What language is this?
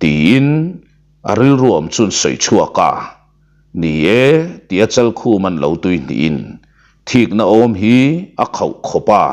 Mizo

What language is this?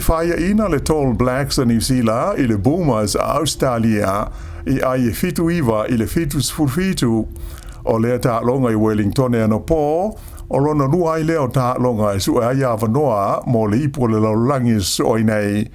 Samoan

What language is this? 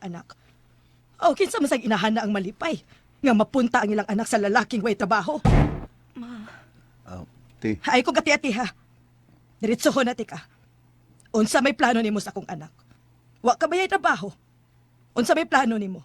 Cebuano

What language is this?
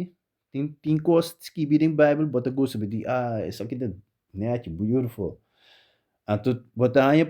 Papiamento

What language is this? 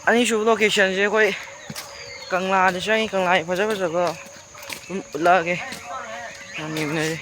Manipuri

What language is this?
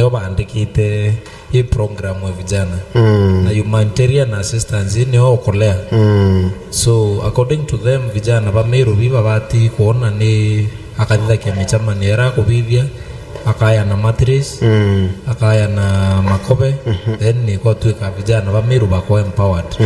Meru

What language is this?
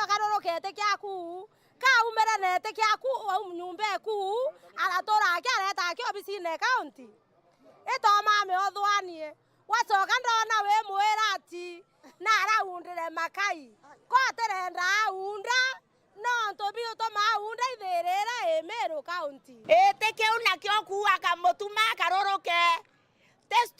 Meru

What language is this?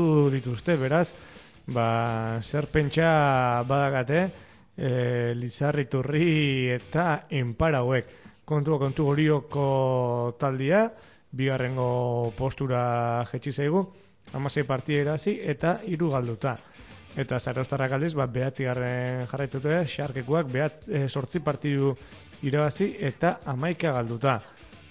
Basque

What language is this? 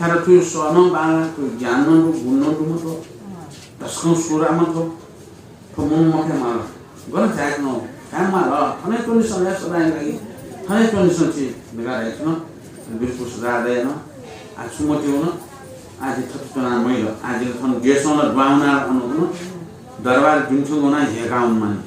Newari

